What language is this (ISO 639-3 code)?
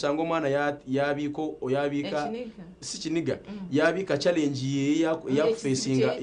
nyn